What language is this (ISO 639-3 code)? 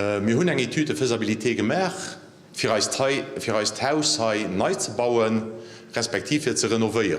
ltz